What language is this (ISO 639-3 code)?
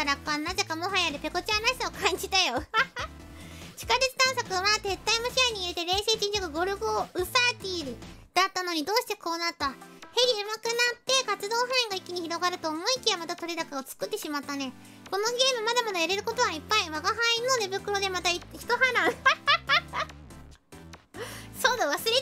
jpn